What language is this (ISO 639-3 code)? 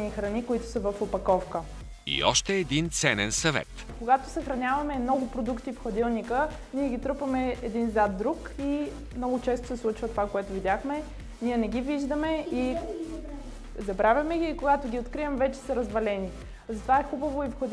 bul